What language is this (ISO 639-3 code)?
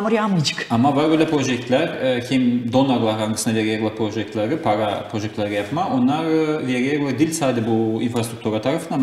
gag